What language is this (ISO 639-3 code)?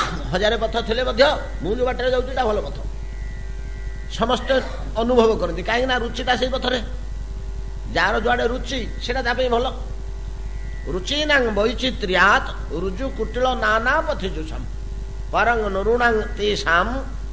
ori